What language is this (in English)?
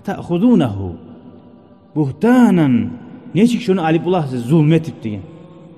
Kumyk